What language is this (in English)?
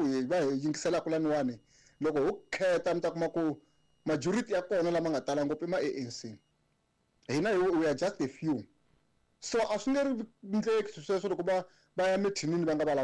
Tsonga